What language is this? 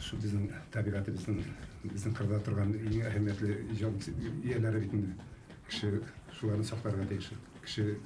Bashkir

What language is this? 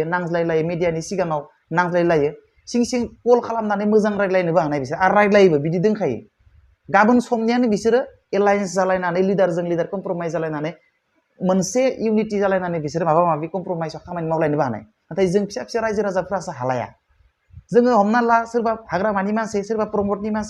Bodo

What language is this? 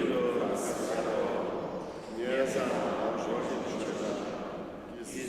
Upper Sorbian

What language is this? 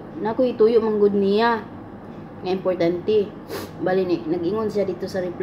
Cebuano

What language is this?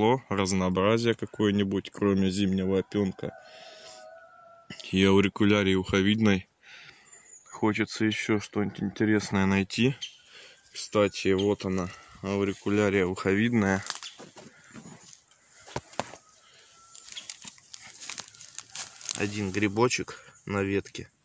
Russian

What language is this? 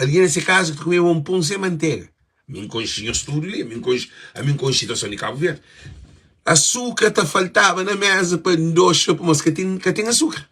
Kabuverdianu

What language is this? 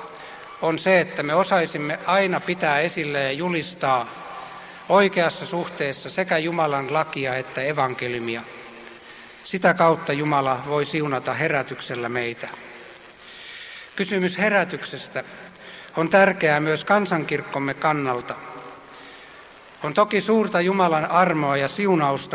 Finnish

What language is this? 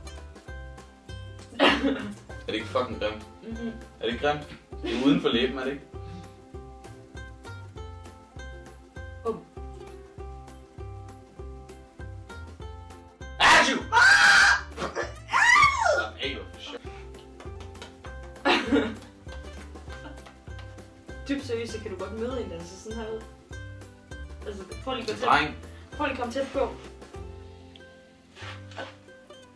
Danish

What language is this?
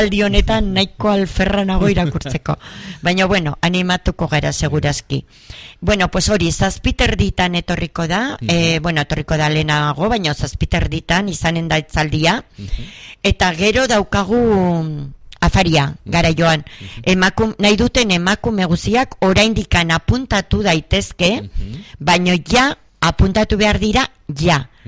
Basque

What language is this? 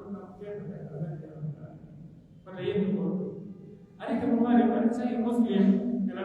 Pular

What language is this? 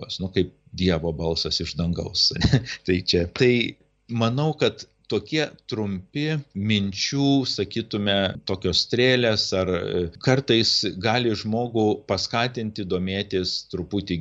Lithuanian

